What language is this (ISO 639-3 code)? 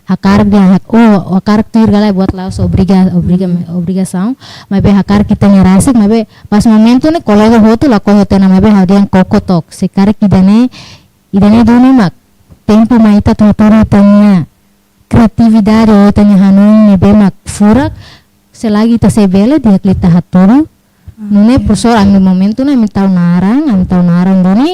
tet